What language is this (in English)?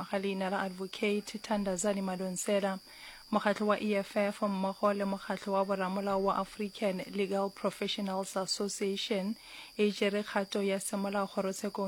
Northern Sotho